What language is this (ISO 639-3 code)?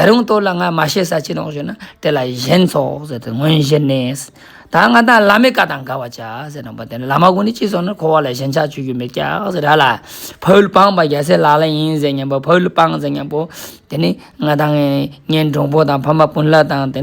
lbj